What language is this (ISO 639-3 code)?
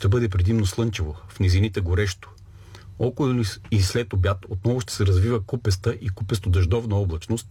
bul